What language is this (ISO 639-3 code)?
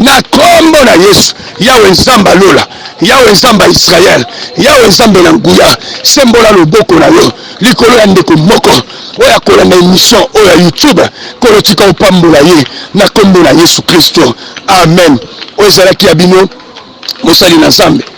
lin